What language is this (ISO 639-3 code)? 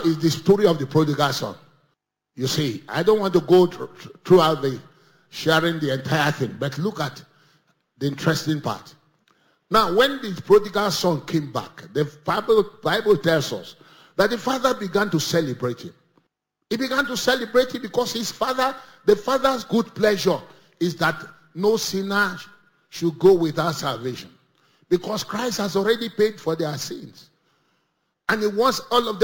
eng